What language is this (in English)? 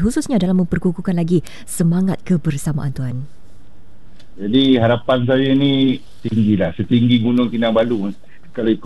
Malay